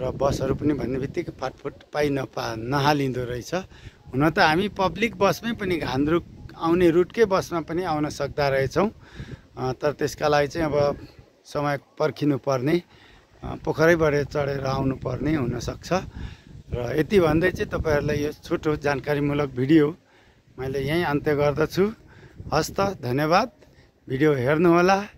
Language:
Nepali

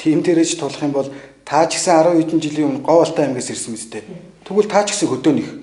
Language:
Mongolian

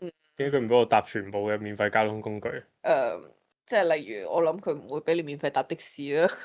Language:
Cantonese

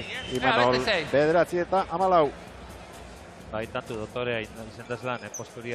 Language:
Basque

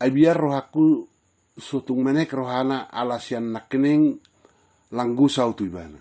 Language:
Batak Toba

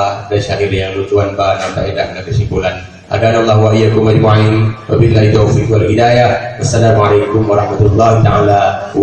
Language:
Achinese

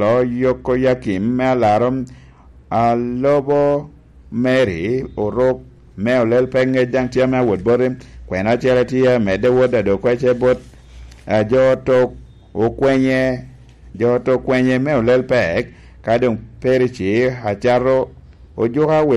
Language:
Lango (Uganda)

